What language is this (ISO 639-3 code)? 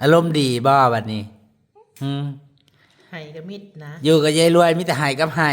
tts